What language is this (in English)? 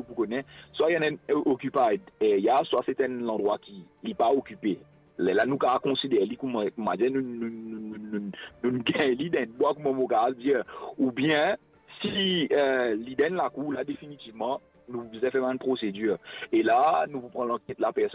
Morisyen